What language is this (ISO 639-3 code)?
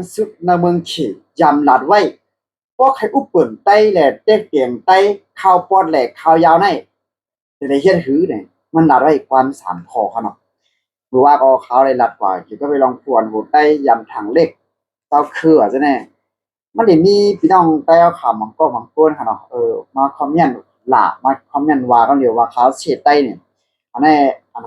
shn